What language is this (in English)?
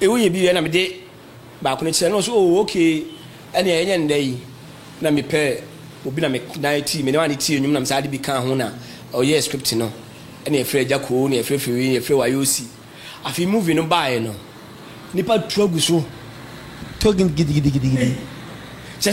Akan